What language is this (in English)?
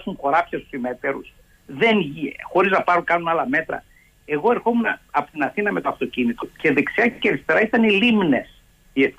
Greek